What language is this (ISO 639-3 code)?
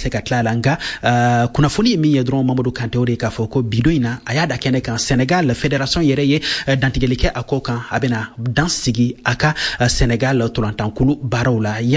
bam